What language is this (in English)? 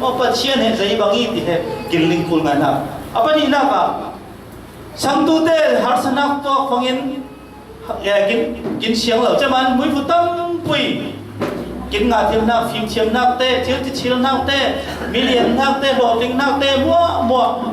Falam Chin